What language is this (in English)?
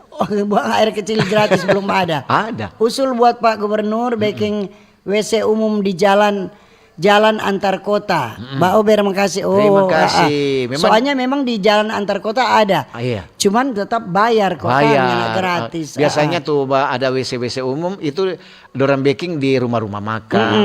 Manado Malay